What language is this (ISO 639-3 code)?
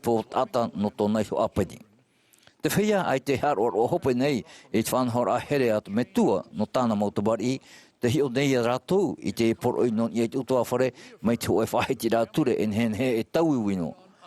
tah